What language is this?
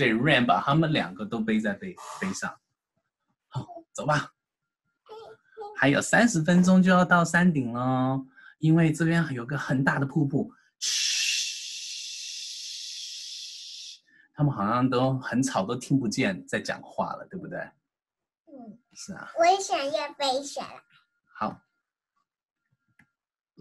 Chinese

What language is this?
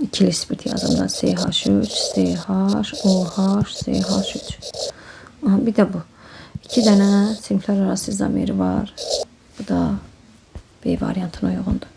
Azerbaijani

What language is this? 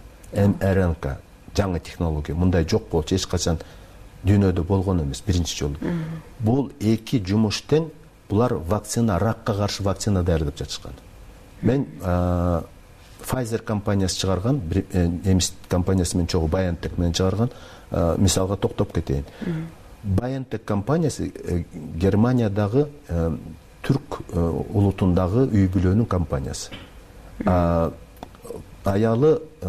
Kyrgyz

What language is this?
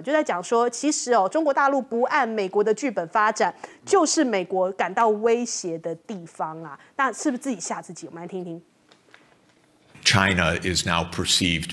Chinese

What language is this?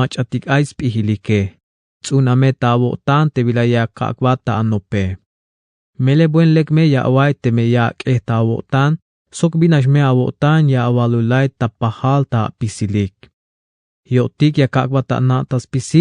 Tzeltal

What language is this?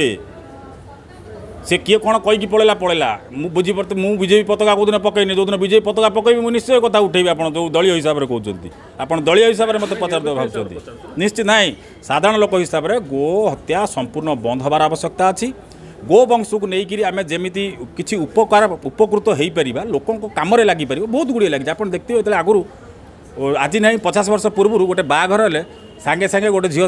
Odia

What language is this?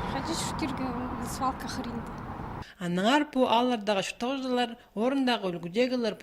Khakas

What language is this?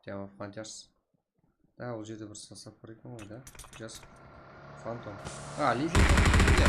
Kara-Kalpak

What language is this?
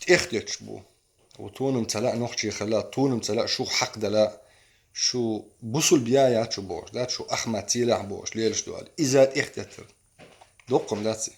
Chechen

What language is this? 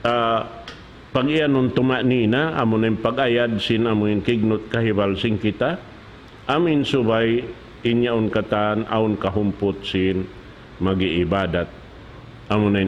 Tausug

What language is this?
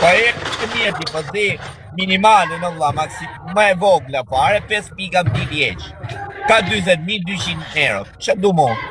Albanian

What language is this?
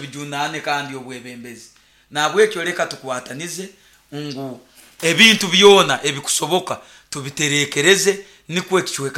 Nyoro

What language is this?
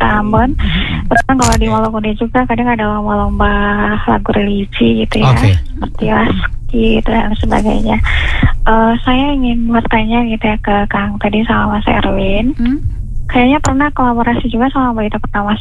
Indonesian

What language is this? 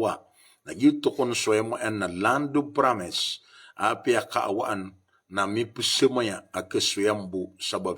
Maranao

